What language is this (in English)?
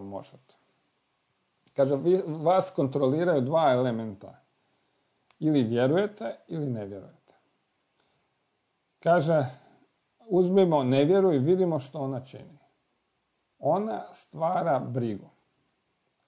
Croatian